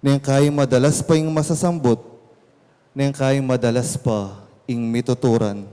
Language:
Pampanga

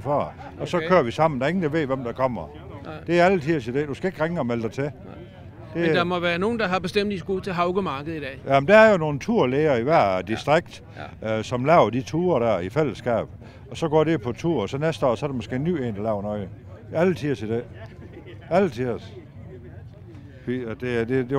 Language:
Danish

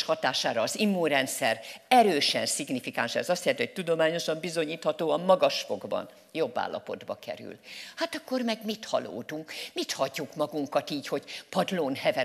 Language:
Hungarian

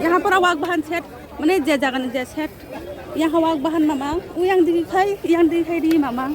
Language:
Kok Borok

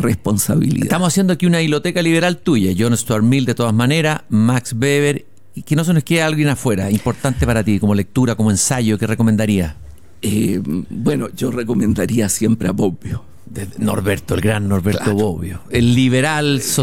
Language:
Spanish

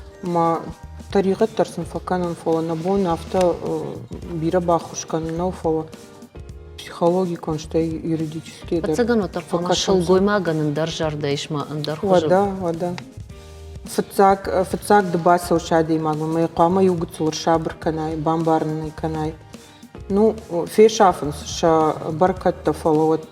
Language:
Ossetic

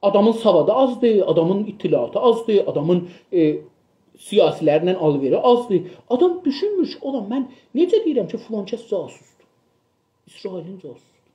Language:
South Azerbaijani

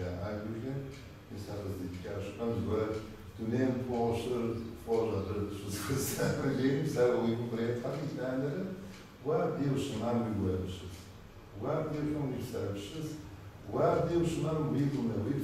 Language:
Kabardian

